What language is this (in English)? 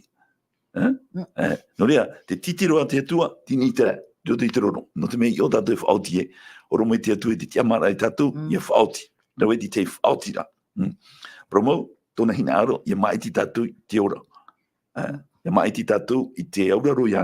Tahitian